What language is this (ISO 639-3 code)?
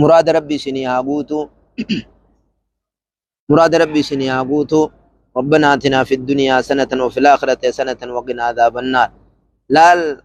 orm